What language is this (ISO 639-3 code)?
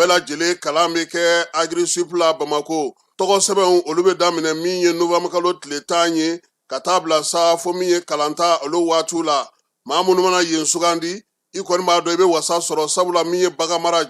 bam